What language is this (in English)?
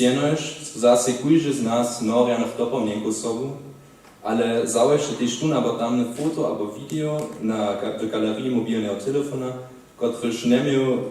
Upper Sorbian